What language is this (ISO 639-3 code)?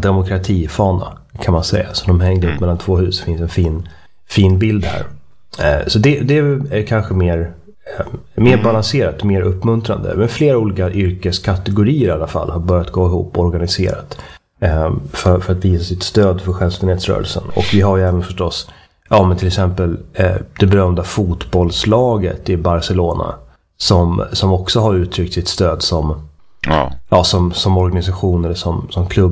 swe